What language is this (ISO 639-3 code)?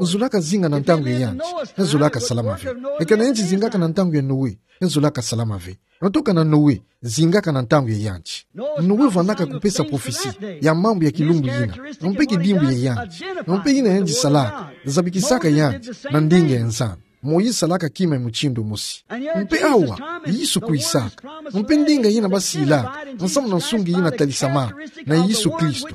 ktu